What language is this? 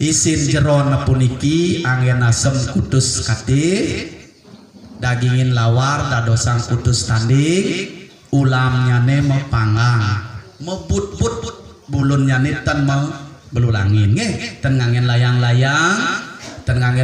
Balinese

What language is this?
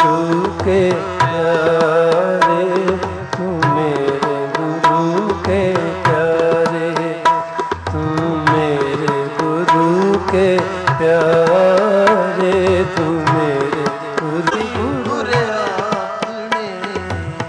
Punjabi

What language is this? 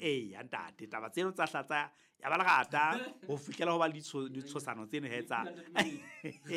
Southern Sotho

